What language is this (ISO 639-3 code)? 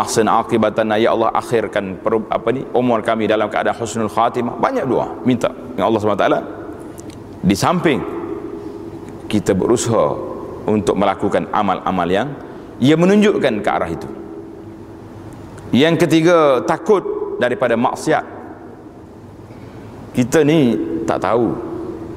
msa